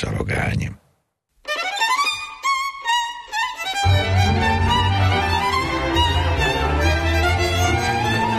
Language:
Hungarian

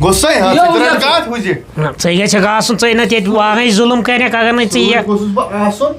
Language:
Kashmiri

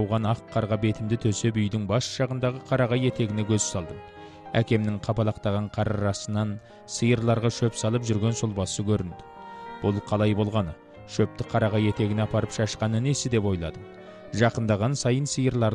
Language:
Kazakh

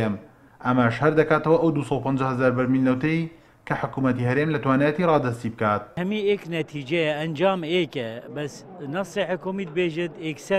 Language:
Central Kurdish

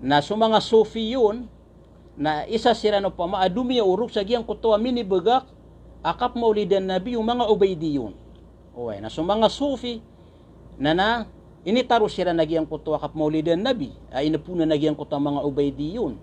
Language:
Maranao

